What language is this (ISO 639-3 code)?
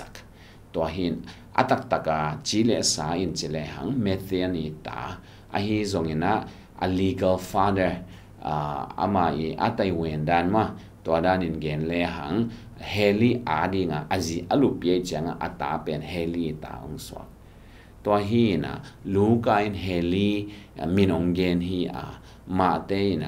ctd